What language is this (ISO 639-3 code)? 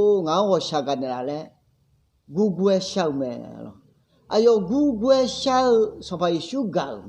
ahk